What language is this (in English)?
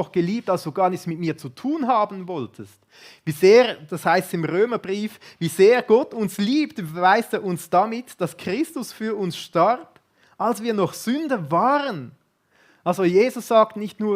Swiss German